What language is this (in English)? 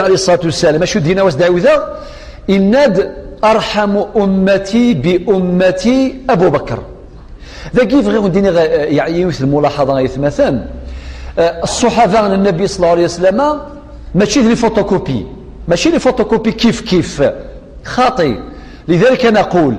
Kabyle